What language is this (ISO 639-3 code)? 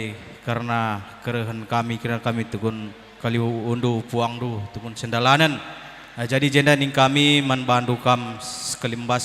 btx